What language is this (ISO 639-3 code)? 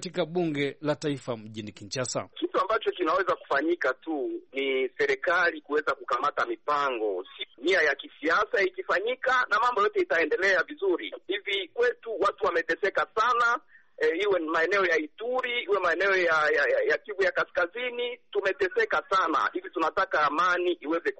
swa